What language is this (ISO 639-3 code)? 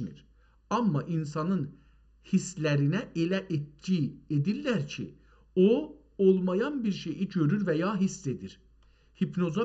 azb